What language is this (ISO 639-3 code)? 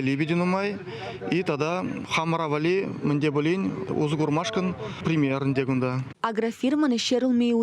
chv